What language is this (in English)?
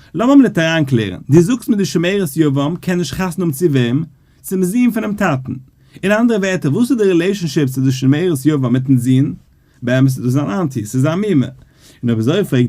Yiddish